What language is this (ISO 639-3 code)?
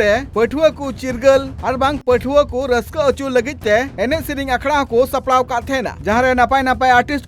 sat